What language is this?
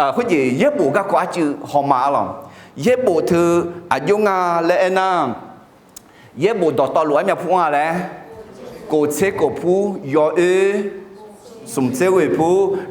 Akha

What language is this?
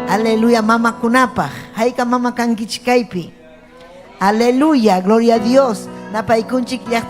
Ayacucho Quechua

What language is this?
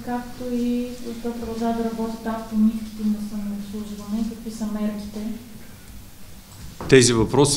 Bulgarian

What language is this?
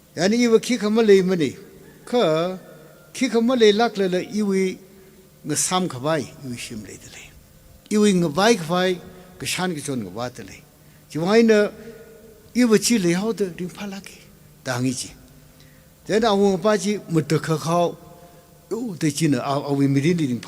Tangkhul Naga (India)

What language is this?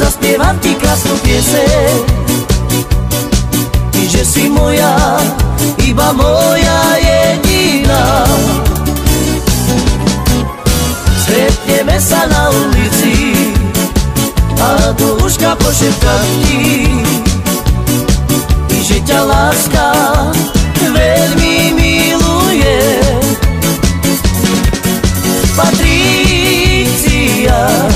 Slovak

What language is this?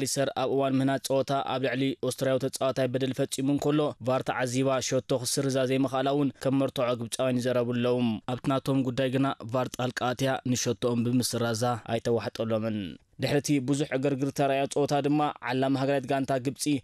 Tigrinya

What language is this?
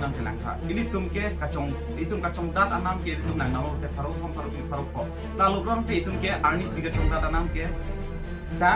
Karbi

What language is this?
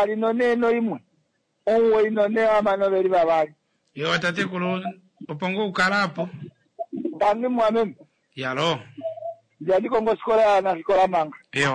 Kuanyama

